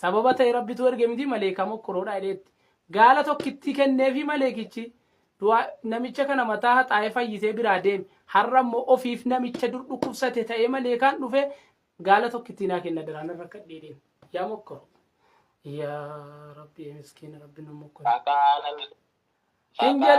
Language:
Oromo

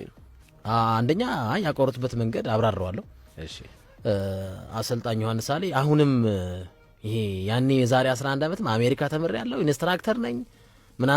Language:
Amharic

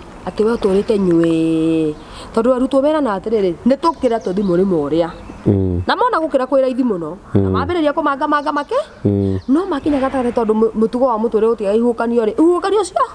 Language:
Kikuyu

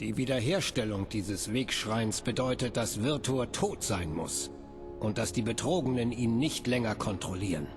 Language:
Bavarian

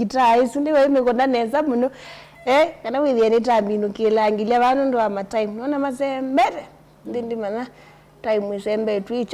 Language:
Kamba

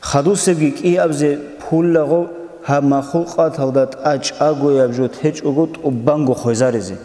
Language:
Avaric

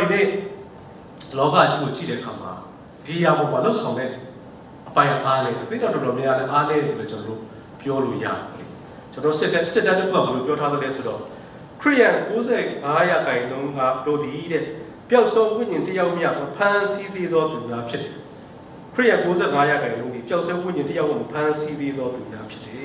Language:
Burmese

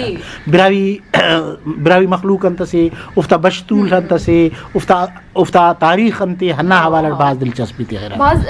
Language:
Brahui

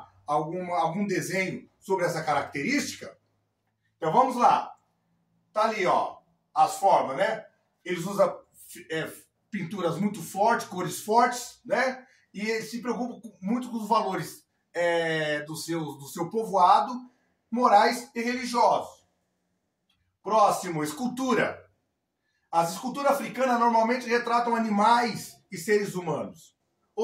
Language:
Portuguese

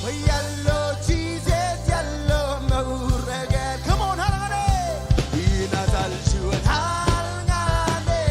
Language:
Marshallese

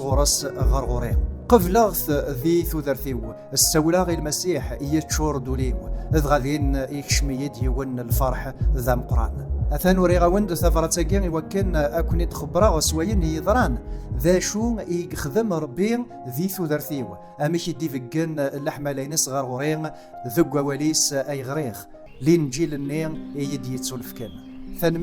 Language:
Kabyle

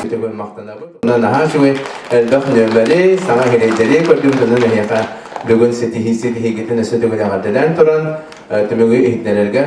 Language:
Yakut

